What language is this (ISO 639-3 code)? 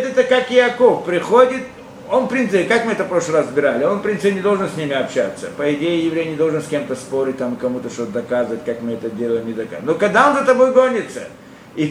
rus